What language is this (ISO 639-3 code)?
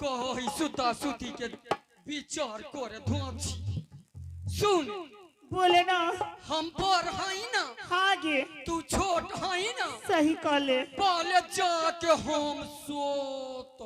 anp